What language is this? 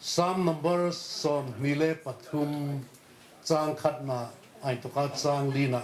Hmar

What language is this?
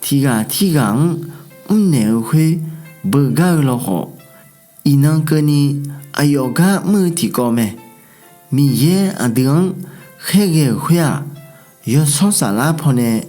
Akha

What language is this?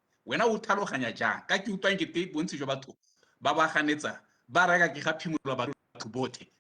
Tswana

